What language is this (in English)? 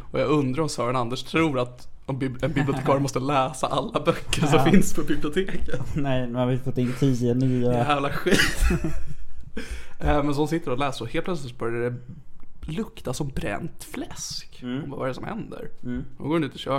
Swedish